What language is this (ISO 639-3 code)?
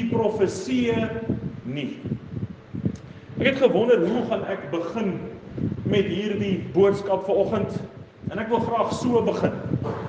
afr